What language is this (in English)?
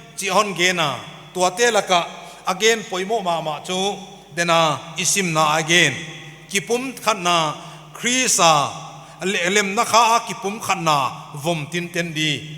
Paite Chin